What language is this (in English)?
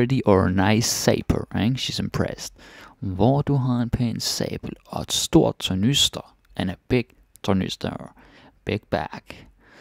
Danish